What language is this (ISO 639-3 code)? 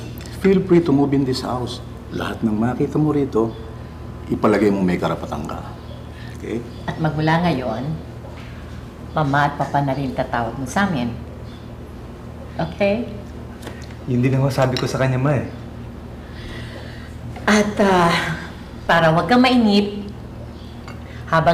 fil